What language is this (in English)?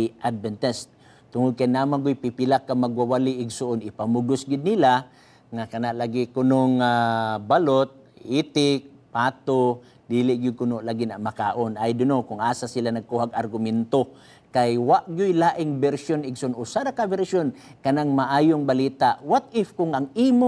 Cebuano